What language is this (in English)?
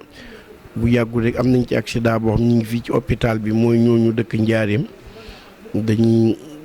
Wolof